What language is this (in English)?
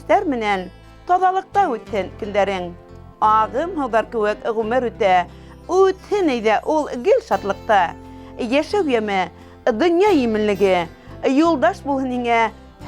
Bashkir